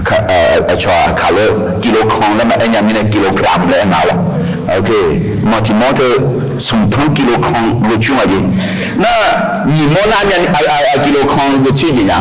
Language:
Akha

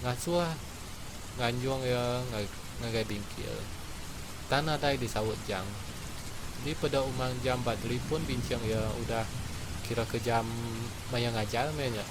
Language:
Iban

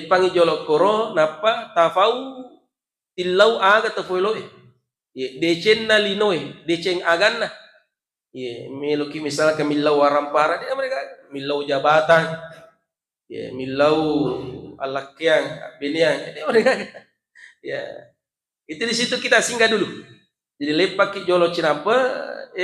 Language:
Buginese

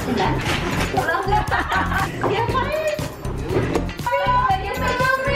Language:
Indonesian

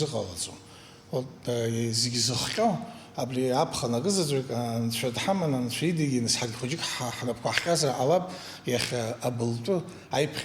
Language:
Abkhazian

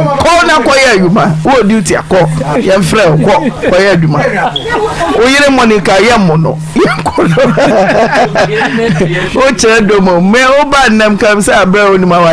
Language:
Akan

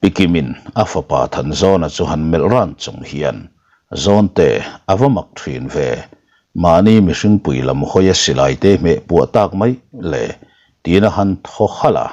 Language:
Mizo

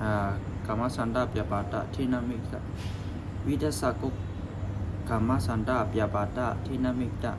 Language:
Shan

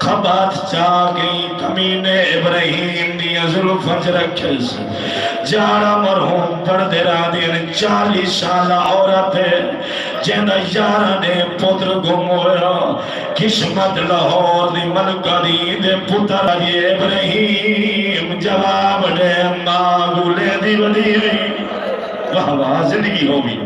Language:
Saraiki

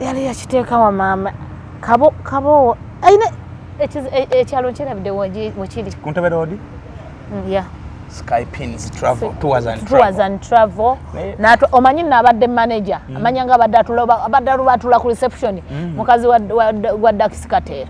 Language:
Ganda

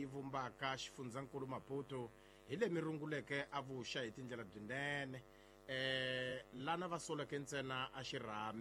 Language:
Tsonga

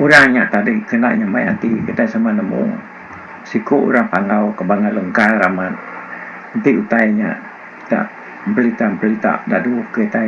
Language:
Iban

